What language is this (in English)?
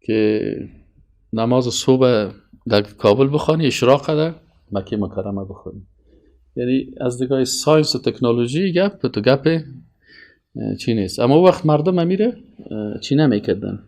Persian